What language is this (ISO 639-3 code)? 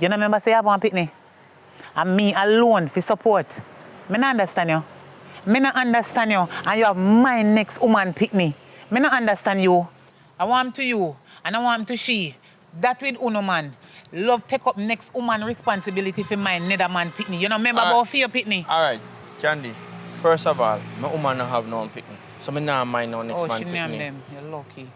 jam